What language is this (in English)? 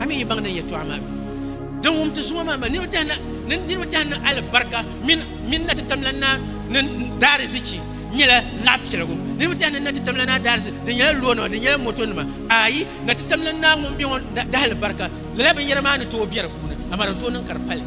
Dagbani